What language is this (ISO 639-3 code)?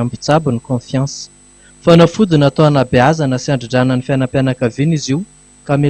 mlg